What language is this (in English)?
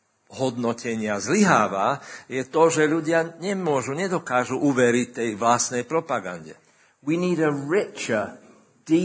Slovak